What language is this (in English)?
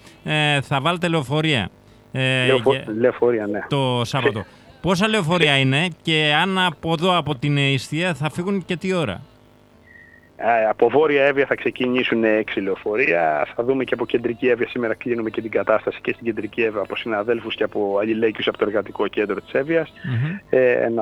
Greek